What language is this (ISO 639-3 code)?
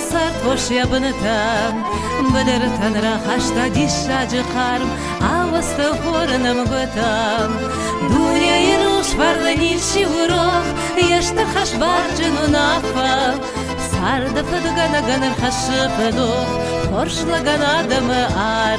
oss